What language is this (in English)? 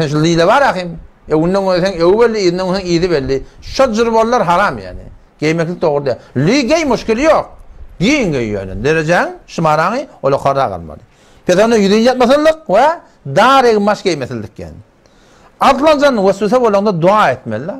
Turkmen